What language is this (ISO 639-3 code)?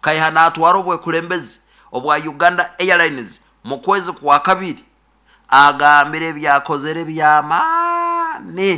nyo